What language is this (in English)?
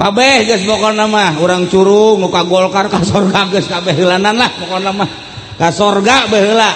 Sundanese